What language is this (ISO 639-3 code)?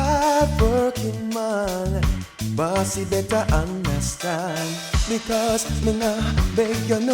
jam